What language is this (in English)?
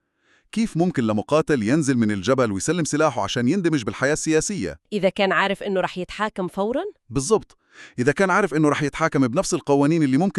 North Levantine Arabic